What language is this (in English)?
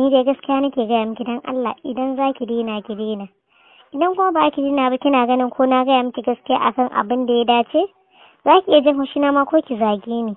Hausa